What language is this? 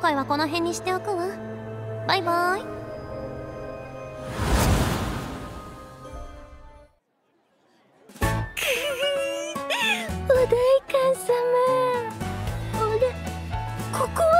Japanese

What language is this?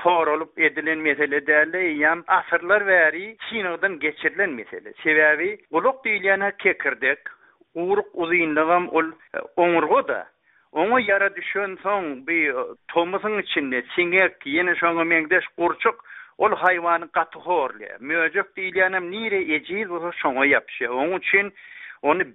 Turkmen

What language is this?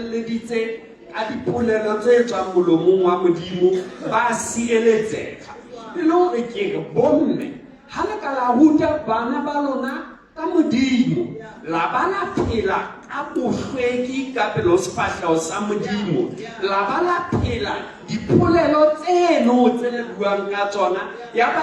Southern Sotho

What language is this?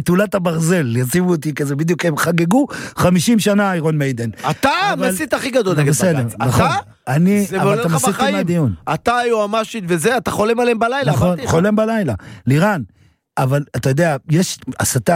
Hebrew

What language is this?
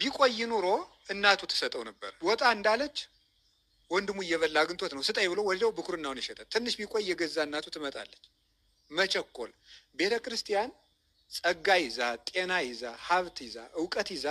Amharic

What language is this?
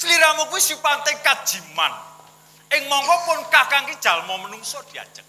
Javanese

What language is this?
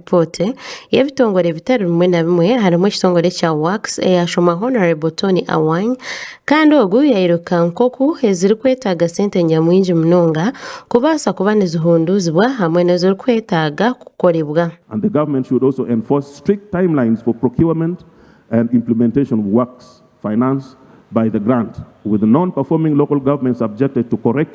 Nyankole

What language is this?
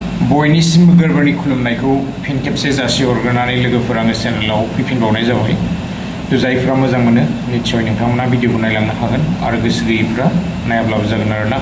Bodo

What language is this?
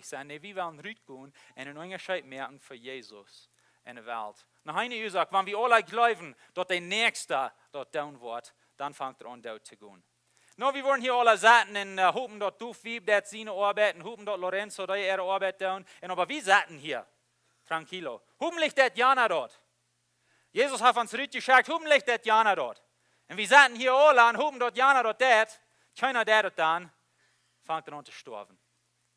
Plautdietsch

